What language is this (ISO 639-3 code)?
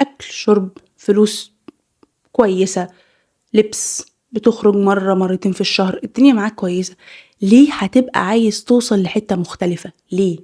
arz